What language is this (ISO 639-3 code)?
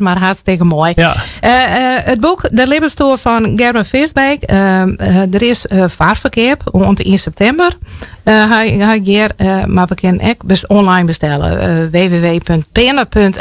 fry